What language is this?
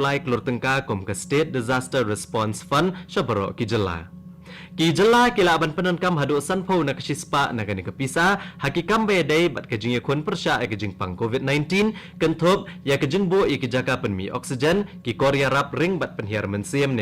Khasi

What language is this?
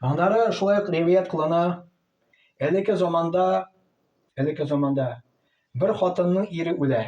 Tatar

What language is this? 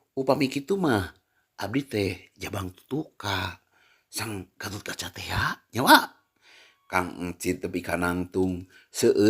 Sundanese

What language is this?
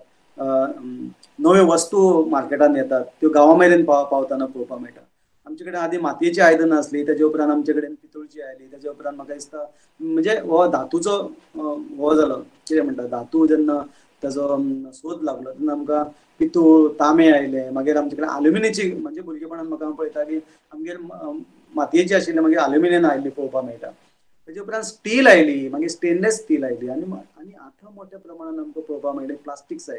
Konkani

